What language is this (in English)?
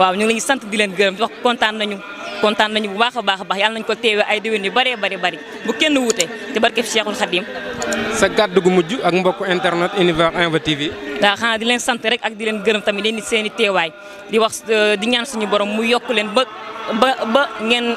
Wolof